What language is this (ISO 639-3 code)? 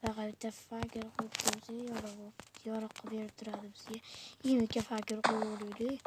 uzb